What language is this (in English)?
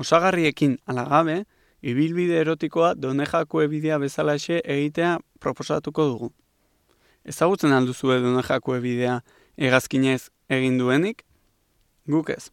Basque